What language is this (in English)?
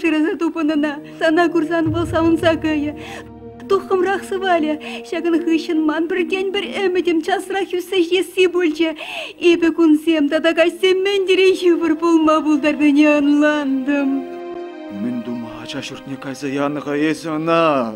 Chuvash